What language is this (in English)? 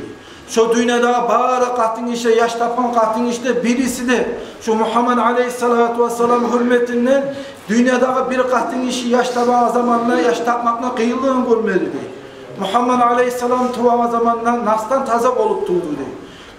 Kumyk